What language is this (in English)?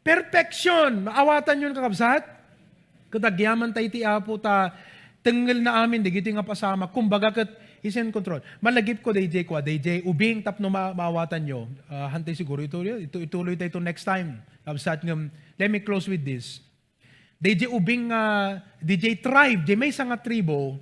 Iloko